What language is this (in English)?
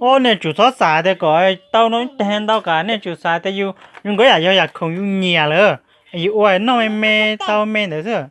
Hmong